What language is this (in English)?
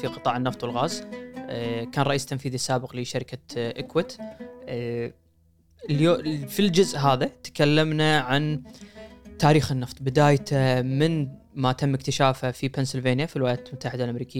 Gulf Arabic